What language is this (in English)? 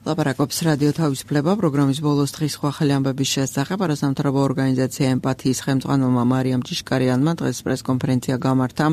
Georgian